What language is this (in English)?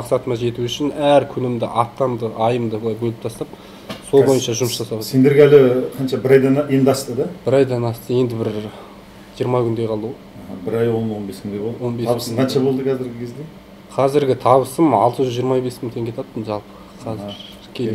Kazakh